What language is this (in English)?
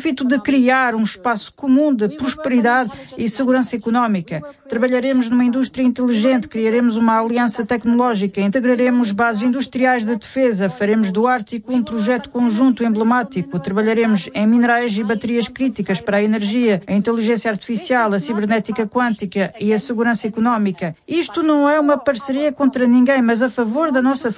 Portuguese